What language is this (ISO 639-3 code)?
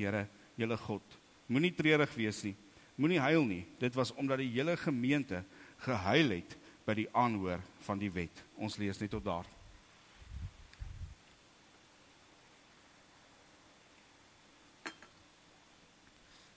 afr